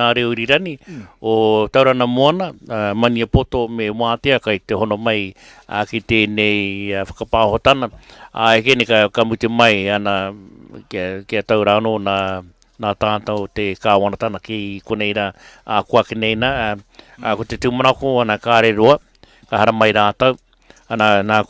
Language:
Māori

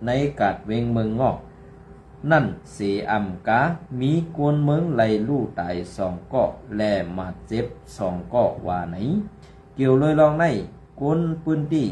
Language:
Shan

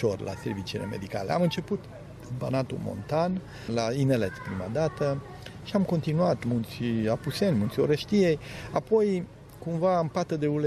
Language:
Romanian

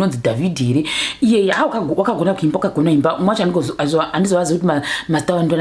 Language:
Shona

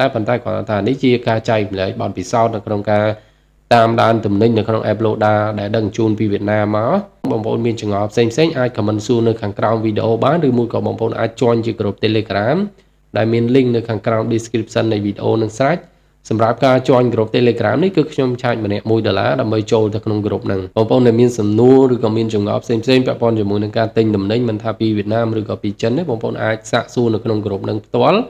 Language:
Khmer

